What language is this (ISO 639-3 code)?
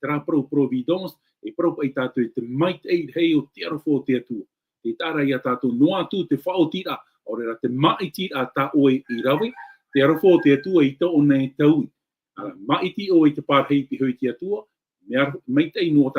tah